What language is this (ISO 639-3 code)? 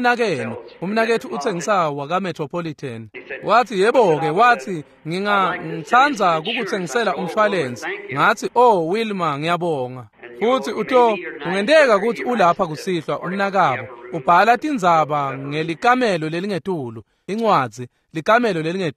ssw